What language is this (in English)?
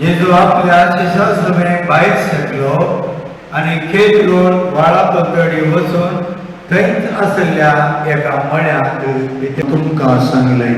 Konkani